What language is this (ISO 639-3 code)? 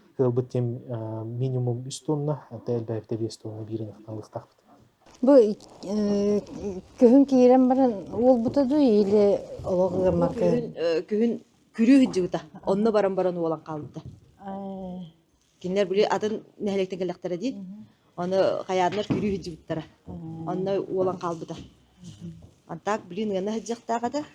sah